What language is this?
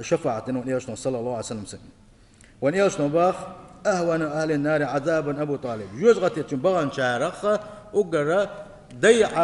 Chechen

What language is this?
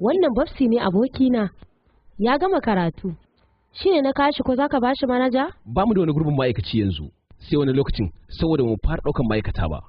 Hausa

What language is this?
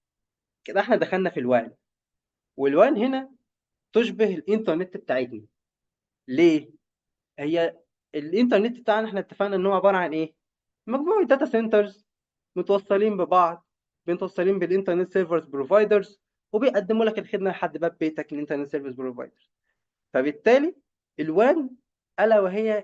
Egyptian Arabic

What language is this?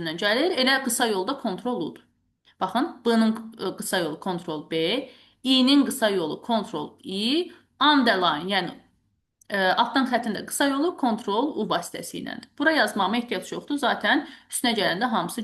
Azerbaijani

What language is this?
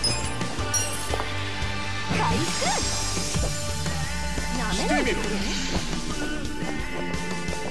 Japanese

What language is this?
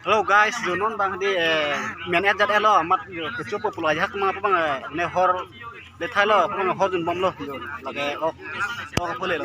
Karbi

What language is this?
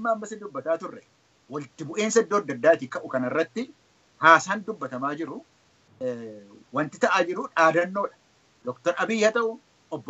Oromo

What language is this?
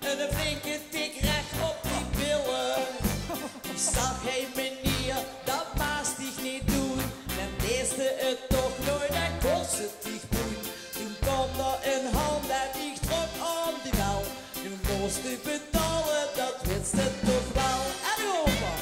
Limburgish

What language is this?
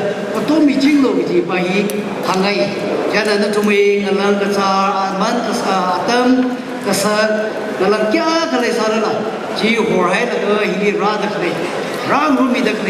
Tangkhul Naga (India)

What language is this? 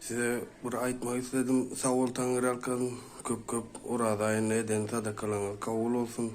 Turkmen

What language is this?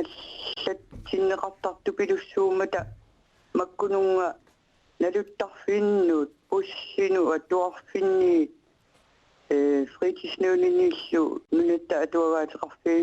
Kalaallisut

